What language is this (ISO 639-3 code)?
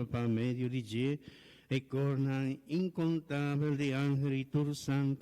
pap